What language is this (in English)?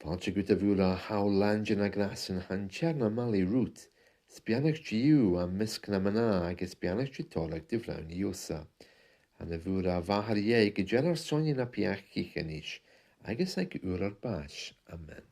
Scottish Gaelic